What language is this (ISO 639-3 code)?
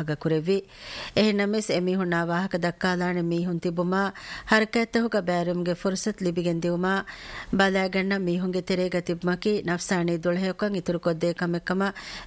div